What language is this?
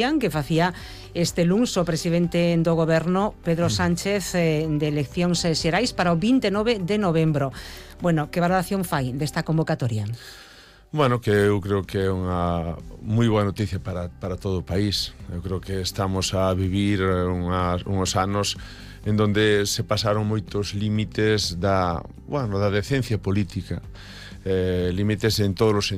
Galician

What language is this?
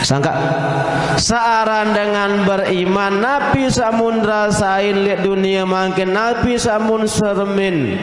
Sasak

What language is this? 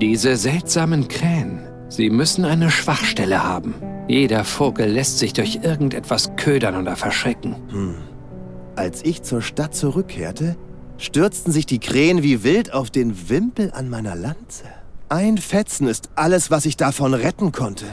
Bavarian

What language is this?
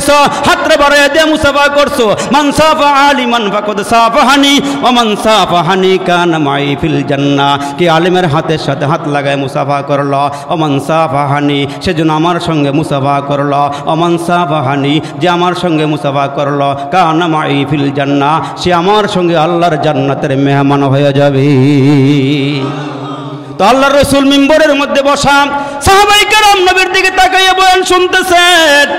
Bangla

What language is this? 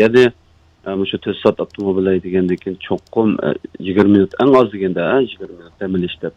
Uyghur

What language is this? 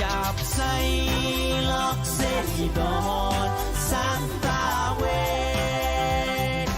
Pohnpeian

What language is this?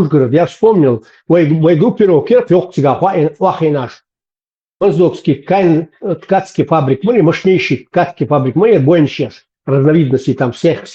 Chechen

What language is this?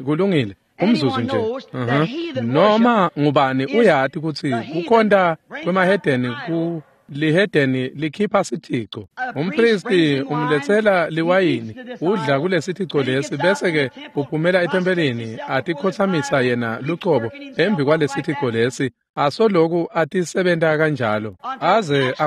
Swati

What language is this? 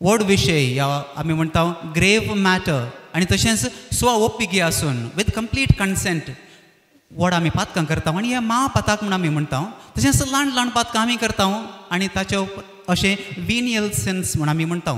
Konkani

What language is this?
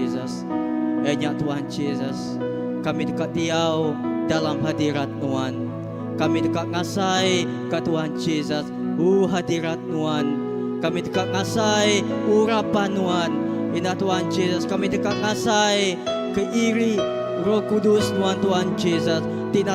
Iban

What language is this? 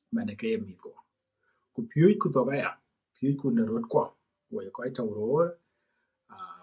Dinka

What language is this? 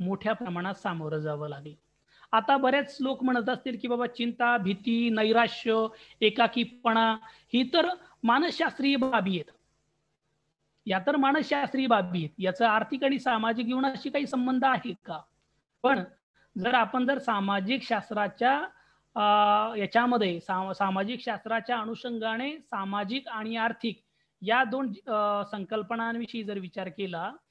Marathi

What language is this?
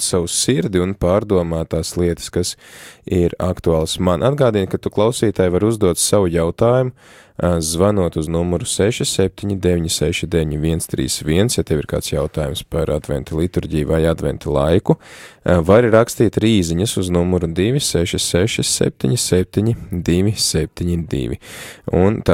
Latvian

